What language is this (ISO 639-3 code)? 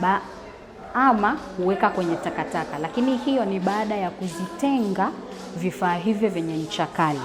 swa